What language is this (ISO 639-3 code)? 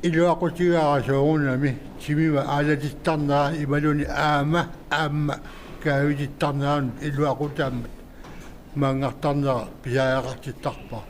kal